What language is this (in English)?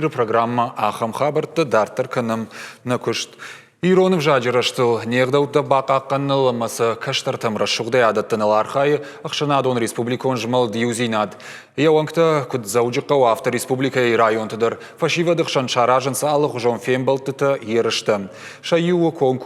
Ossetic